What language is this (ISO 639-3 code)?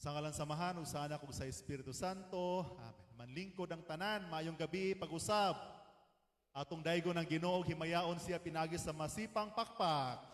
ceb